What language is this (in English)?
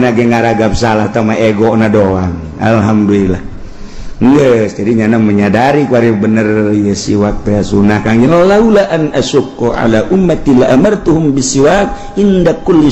Sundanese